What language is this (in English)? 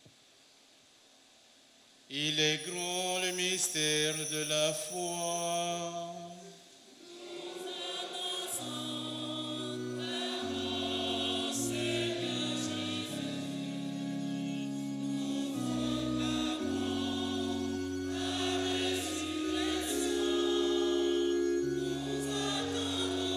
French